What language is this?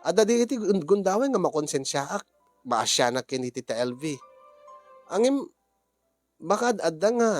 Iloko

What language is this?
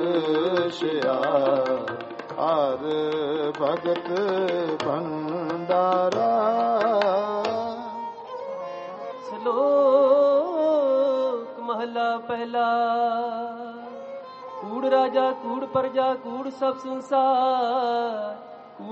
Punjabi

